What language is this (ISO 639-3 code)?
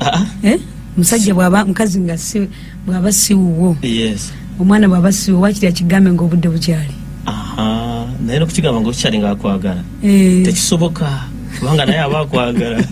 lug